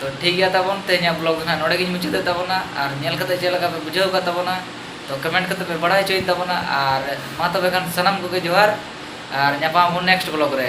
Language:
Santali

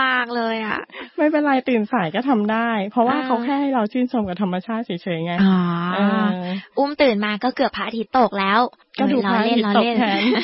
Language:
Thai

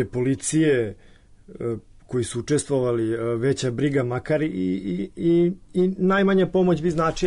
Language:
Serbian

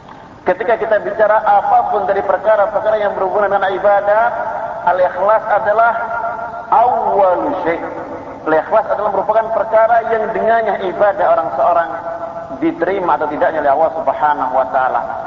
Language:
Indonesian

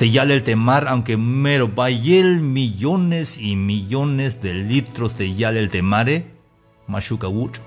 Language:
Tzeltal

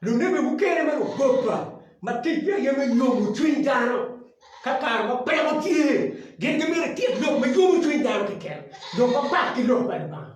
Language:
Acoli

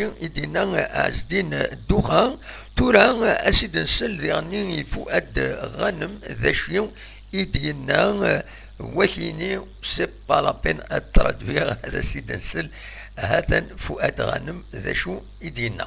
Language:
Kabyle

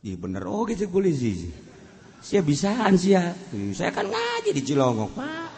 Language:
Sundanese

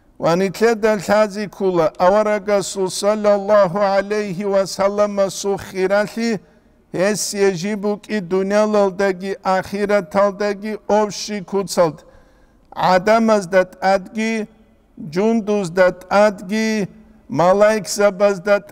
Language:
Avaric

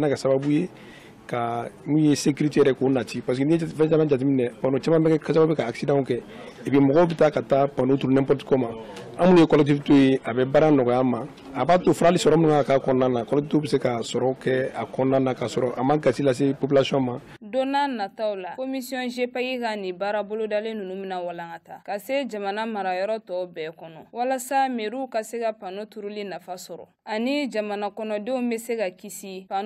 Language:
Bambara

